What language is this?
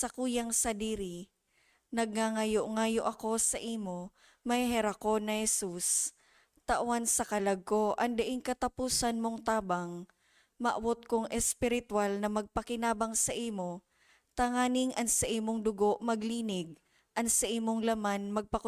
Bikol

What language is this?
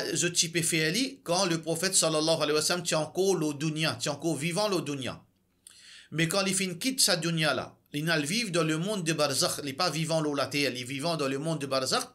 Morisyen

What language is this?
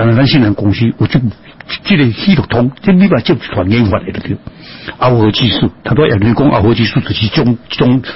Chinese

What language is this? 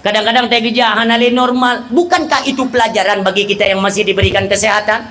Achinese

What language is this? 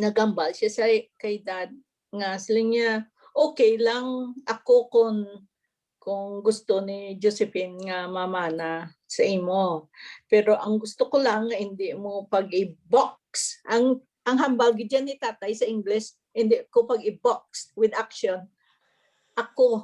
Hiligaynon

